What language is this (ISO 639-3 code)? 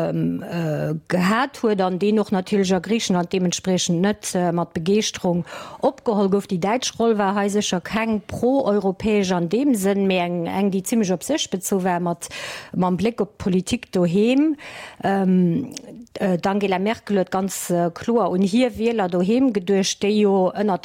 ltz